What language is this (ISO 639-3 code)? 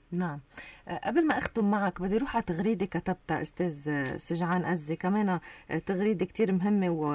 apc